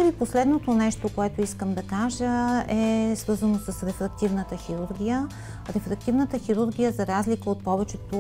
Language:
Bulgarian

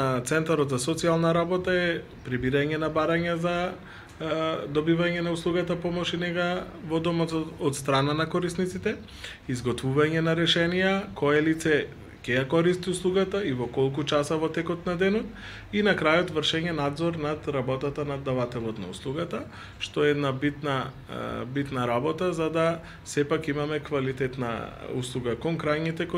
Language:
Macedonian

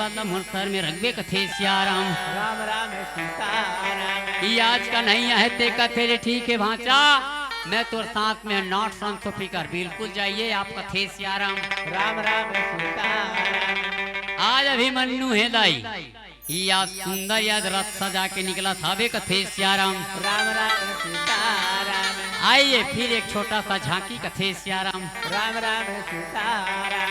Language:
Chhattisgarhi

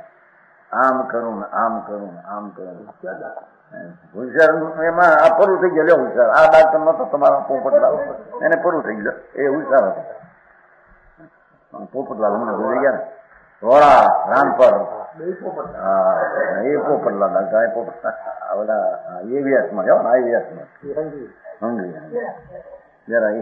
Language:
Gujarati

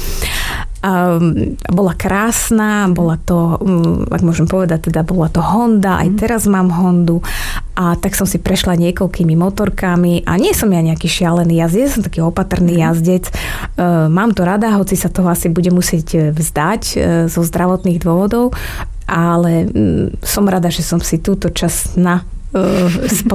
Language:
Slovak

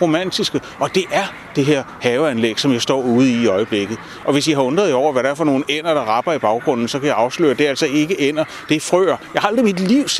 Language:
Danish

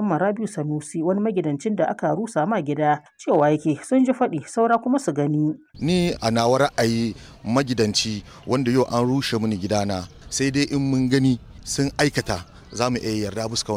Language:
Hausa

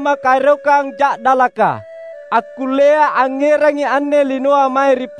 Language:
Makasar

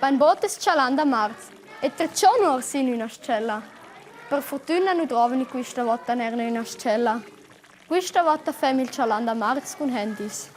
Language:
Romansh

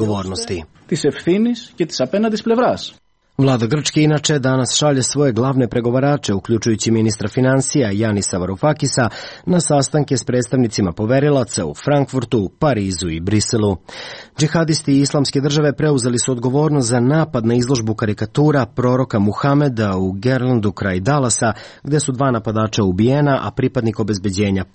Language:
Serbian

